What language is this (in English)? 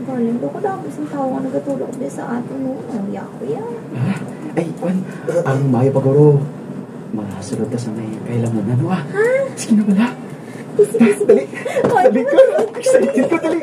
Hiligaynon